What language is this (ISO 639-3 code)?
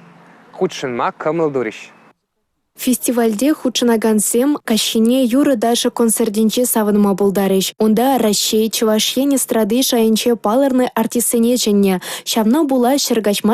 chv